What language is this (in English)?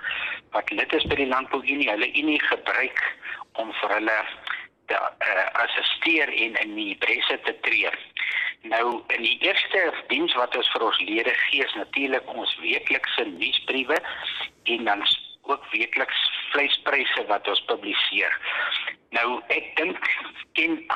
Afrikaans